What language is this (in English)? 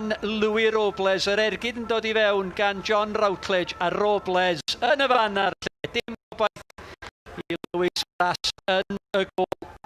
Welsh